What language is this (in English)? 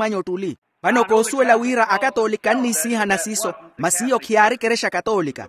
Makhuwa